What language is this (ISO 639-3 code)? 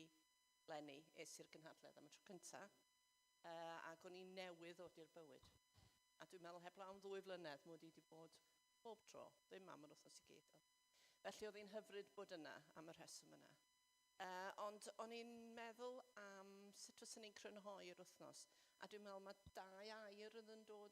cym